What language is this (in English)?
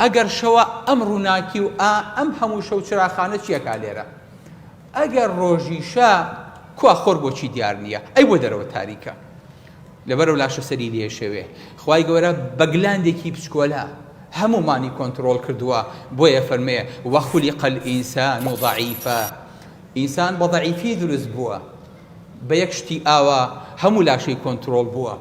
Central Kurdish